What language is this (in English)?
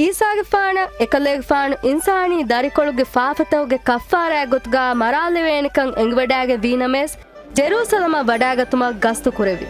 Divehi